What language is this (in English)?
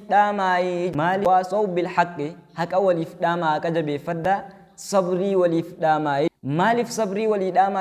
Oromo